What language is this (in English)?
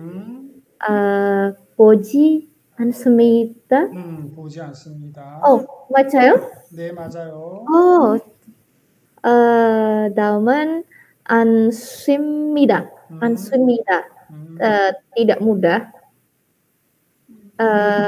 Korean